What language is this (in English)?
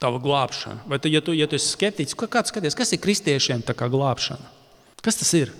Latvian